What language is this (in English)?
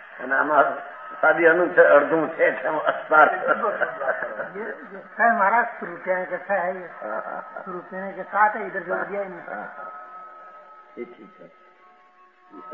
Gujarati